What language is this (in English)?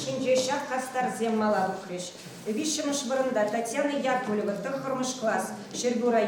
Chuvash